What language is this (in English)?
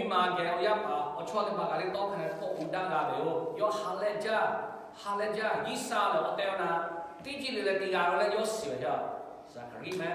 Lahu